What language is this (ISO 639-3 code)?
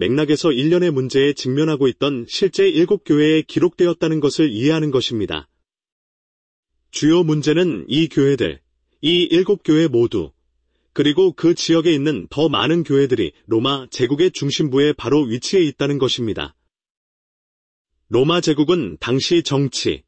kor